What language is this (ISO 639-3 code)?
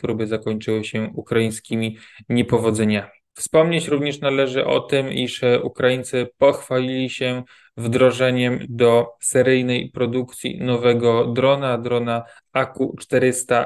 pol